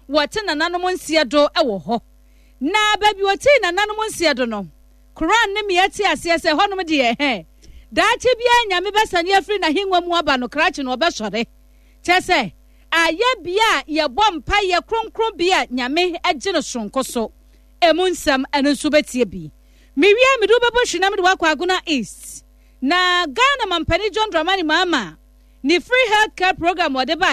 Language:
Akan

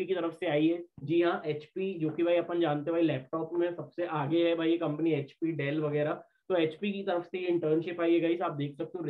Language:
Hindi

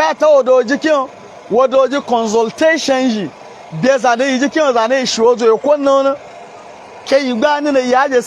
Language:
Hausa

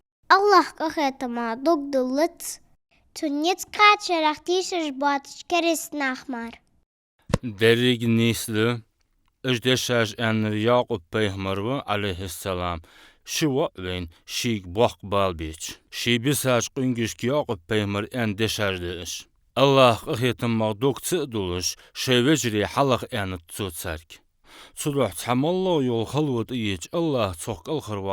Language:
Ingush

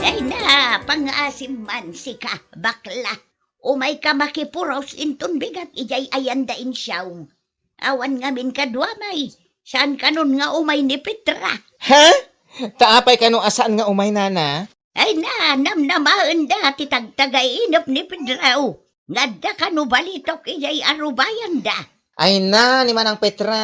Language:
Iloko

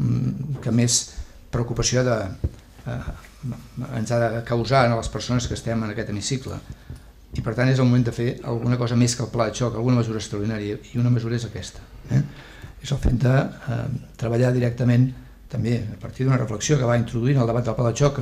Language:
Catalan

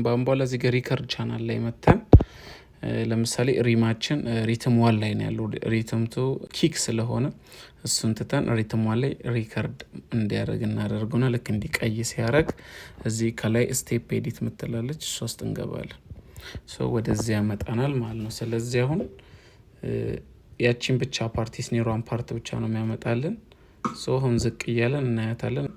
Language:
Amharic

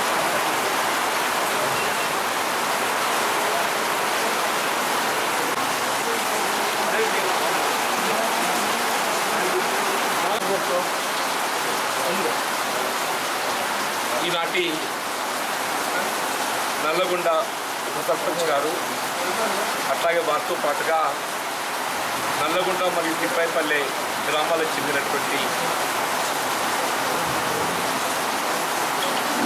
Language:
Telugu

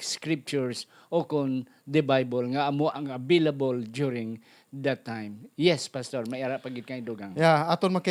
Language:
Hiligaynon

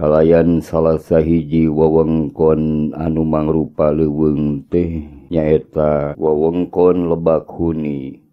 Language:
Sundanese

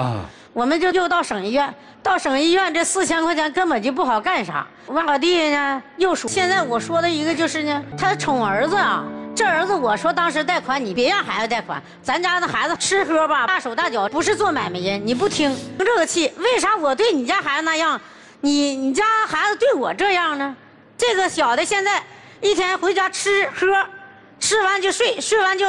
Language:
Chinese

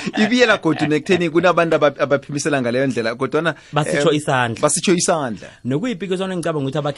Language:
South Ndebele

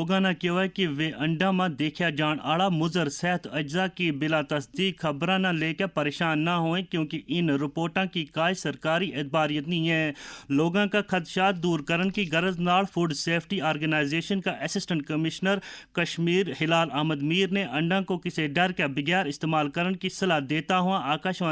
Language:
Gujari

